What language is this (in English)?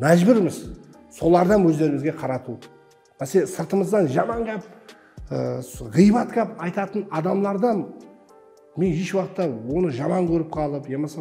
Kara-Kalpak